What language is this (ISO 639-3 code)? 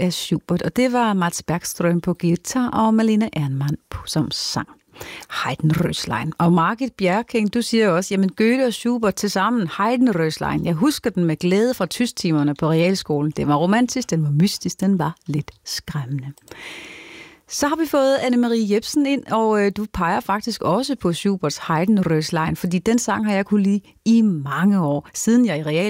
dan